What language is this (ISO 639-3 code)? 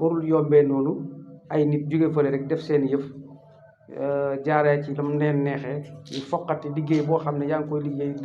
wol